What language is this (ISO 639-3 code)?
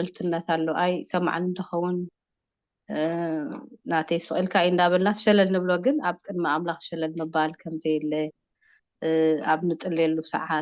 tir